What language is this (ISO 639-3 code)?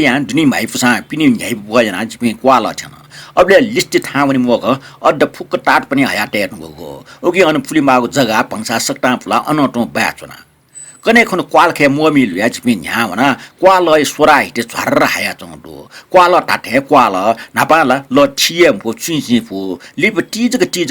new